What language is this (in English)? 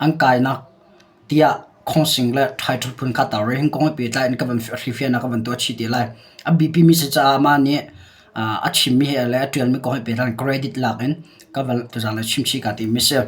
Hakha Chin